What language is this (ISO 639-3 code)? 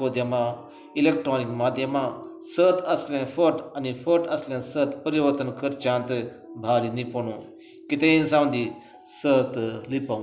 kok